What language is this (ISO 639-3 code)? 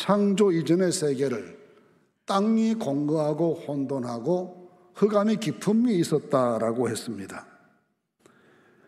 kor